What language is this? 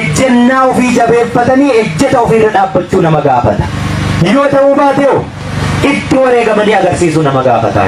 Oromo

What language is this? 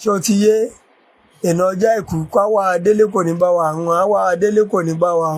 Yoruba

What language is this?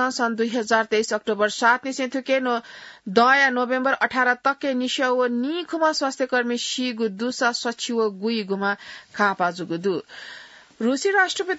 Newari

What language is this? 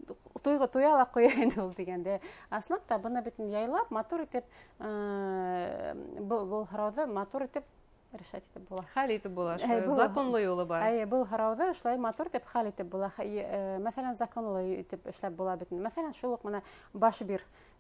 Bashkir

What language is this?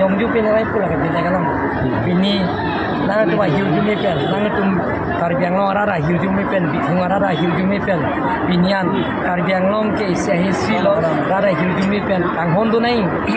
Karbi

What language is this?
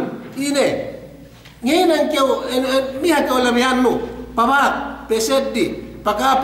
Yakan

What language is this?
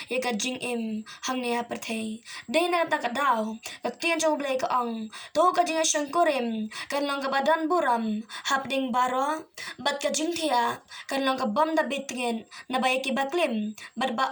Khasi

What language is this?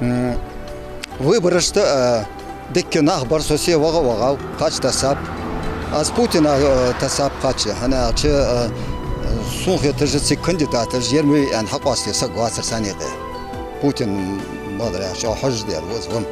Ingush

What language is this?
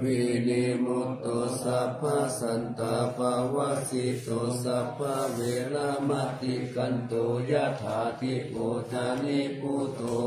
Pali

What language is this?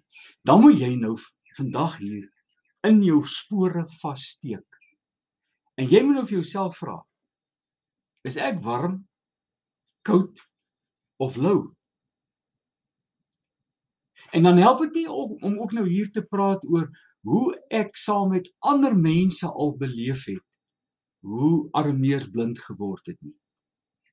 Afrikaans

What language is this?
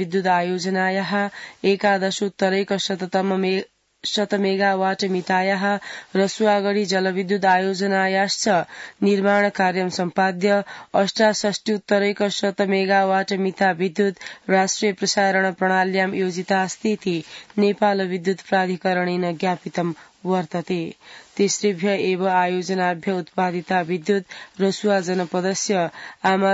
Sanskrit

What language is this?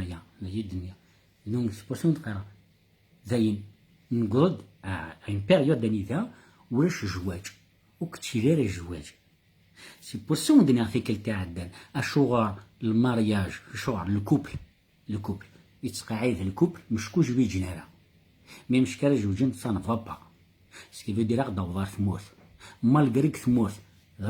Kabyle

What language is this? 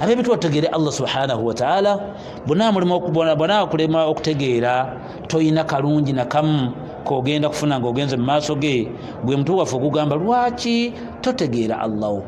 Ganda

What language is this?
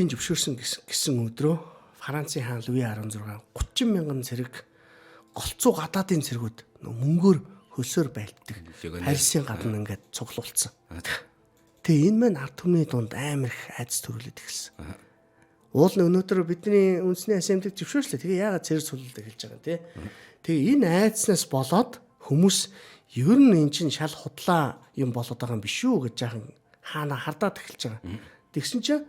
Mongolian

